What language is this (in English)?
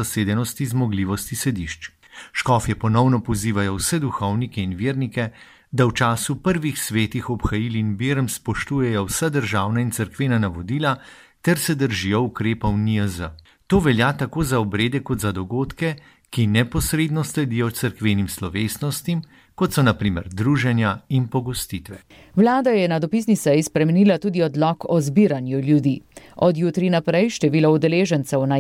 Slovenian